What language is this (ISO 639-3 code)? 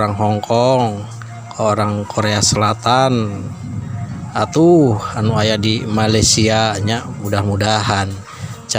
sun